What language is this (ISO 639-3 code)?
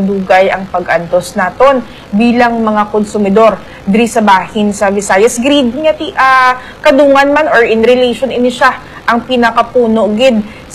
hil